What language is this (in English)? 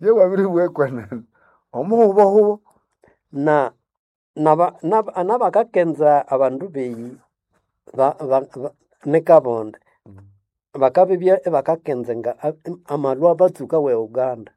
Nande